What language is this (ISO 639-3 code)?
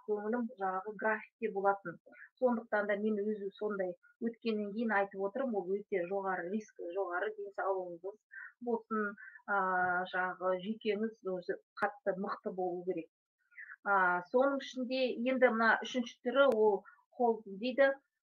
kaz